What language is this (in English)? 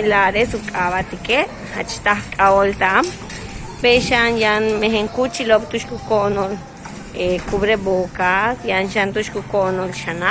Yucateco